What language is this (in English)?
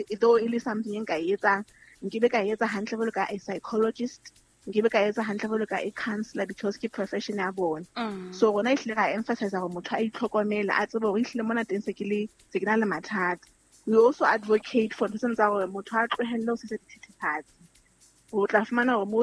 Southern Sotho